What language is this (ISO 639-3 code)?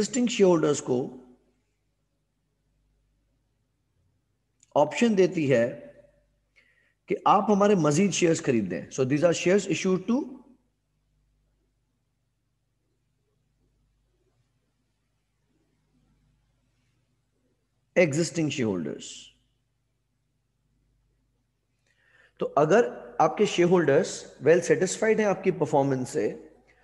hin